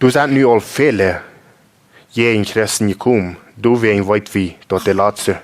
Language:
Plautdietsch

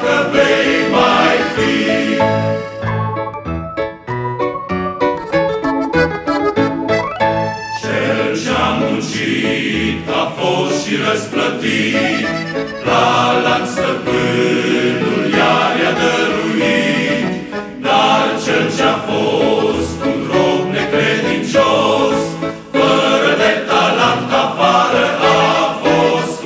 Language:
Romanian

